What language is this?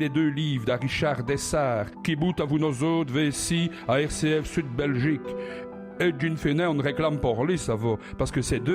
Walloon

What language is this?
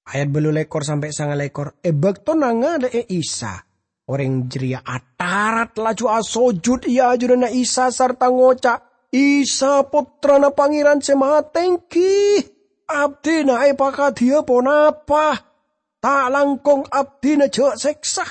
Madurese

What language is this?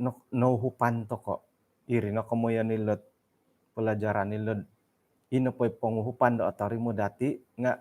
Central Dusun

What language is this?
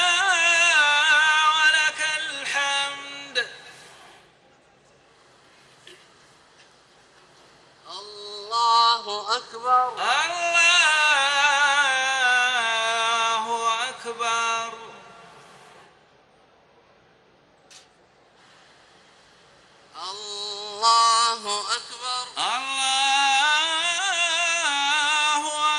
Arabic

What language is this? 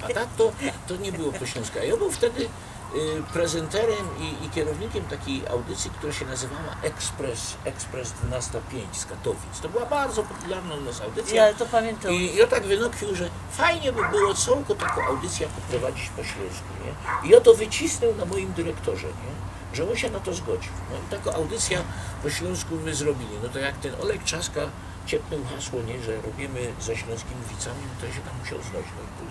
Silesian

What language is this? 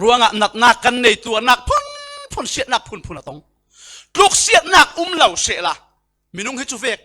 Falam Chin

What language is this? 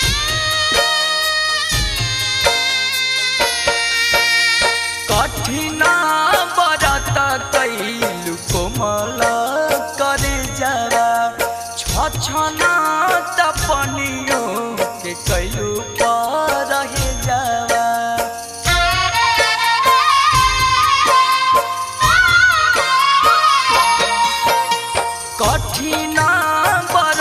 Bhojpuri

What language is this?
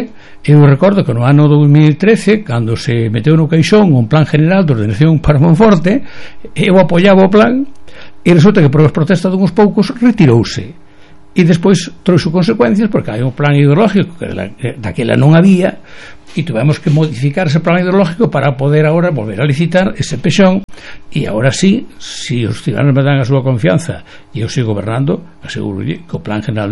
Galician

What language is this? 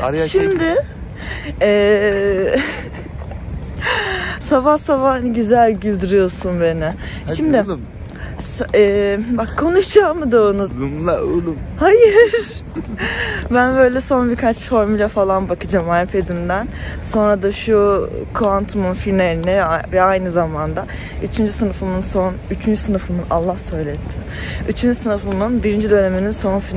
Turkish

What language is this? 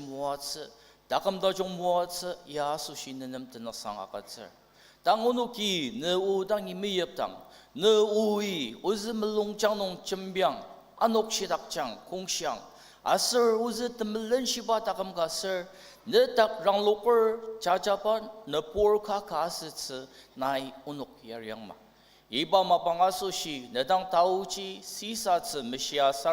Ao Naga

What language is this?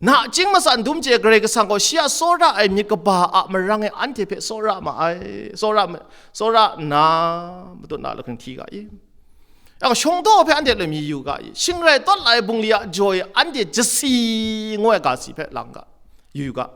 Kachin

